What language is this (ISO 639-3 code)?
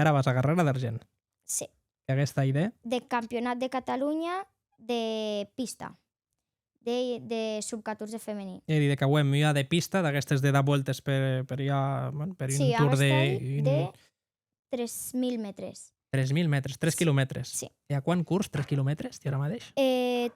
oci